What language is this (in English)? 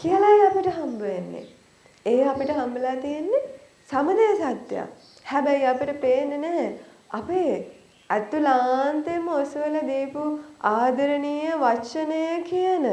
Sinhala